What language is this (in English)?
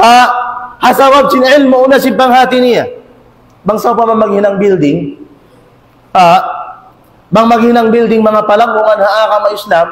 Tausug